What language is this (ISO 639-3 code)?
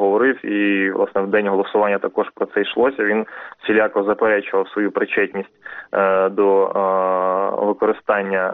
ukr